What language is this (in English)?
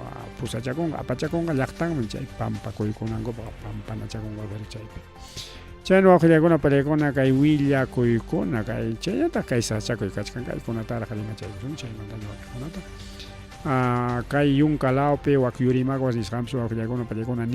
Ayacucho Quechua